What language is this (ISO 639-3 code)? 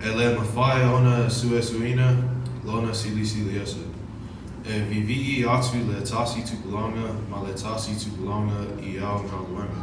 smo